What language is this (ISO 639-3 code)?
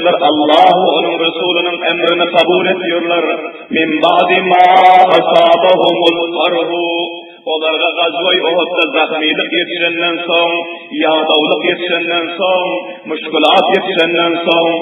tuk